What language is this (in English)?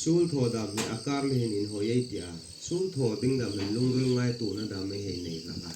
Hmar